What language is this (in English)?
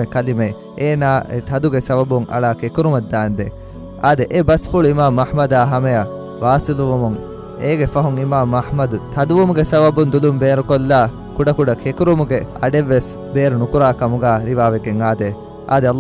Divehi